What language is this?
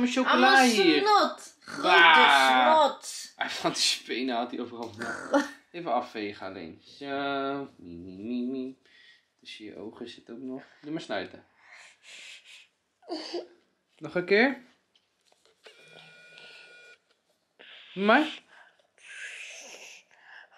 Dutch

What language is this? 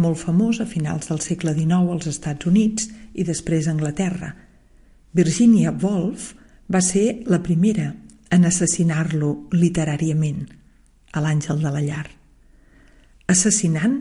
Catalan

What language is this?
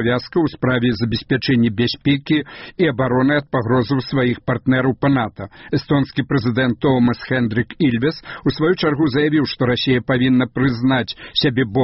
Belarusian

